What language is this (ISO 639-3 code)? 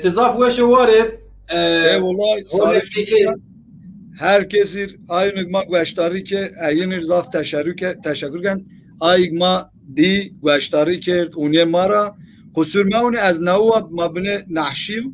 zza